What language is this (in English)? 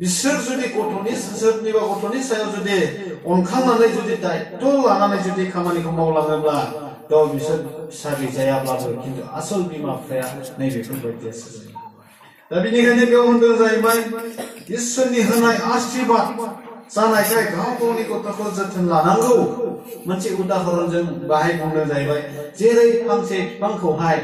Bodo